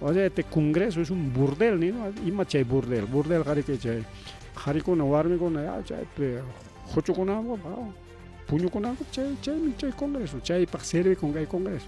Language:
Ayacucho Quechua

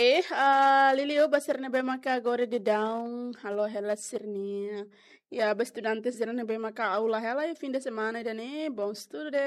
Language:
Tetum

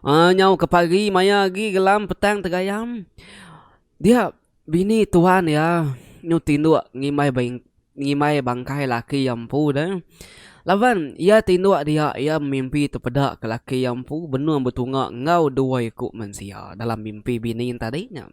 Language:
Iban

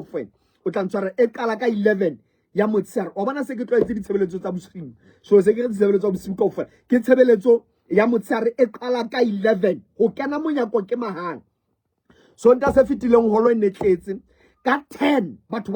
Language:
Southern Sotho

